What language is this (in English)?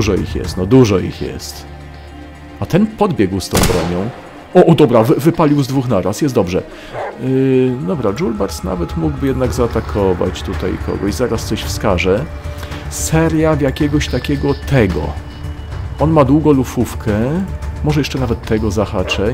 Polish